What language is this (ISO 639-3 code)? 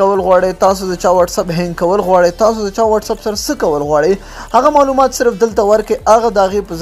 pus